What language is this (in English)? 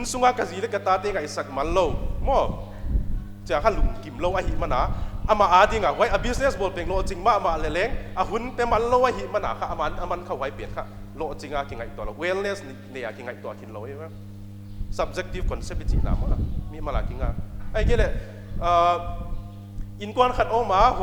Paite Chin